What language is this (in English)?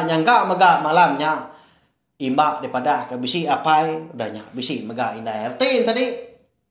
Iban